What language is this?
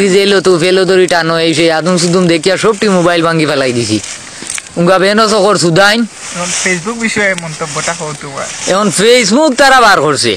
Sylheti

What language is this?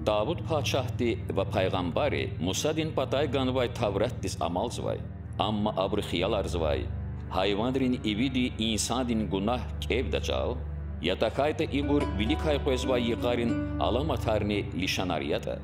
Lezghian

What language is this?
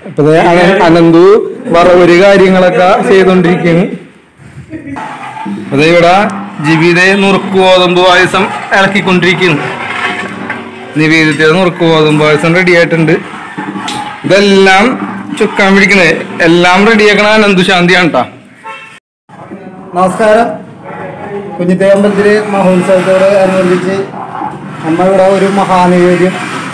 Malayalam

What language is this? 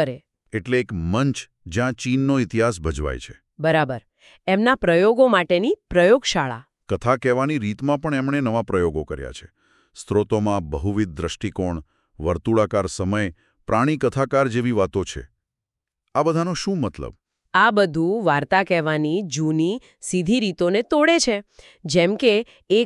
Gujarati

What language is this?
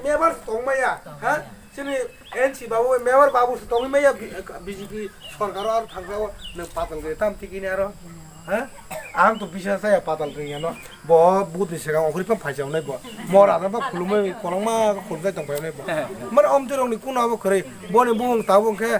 Kok Borok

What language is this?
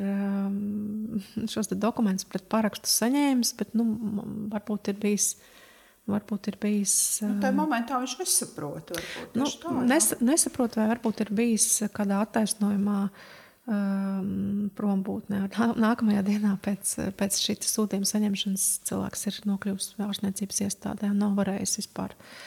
Latvian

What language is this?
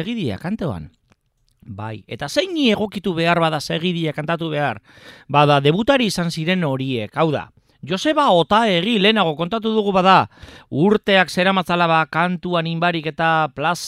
Basque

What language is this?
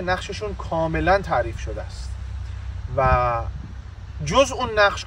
Persian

